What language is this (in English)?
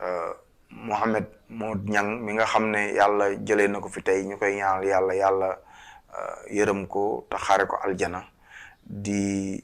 Wolof